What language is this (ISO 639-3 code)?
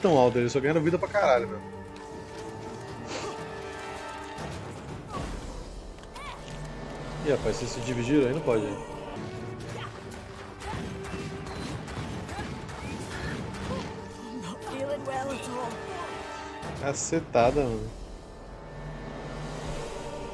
por